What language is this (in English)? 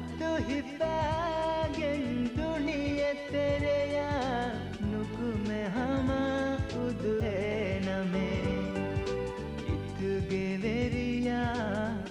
Divehi